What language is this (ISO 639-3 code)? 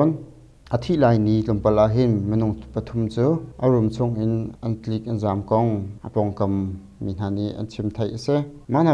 cnh